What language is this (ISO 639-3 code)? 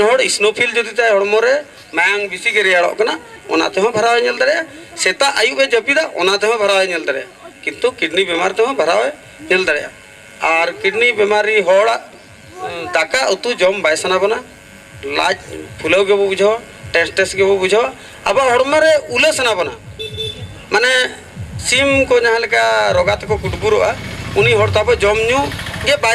sat